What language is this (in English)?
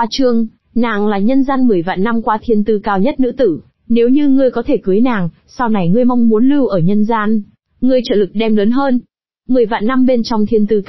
Vietnamese